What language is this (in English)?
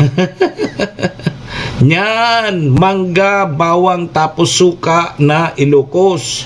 Bikol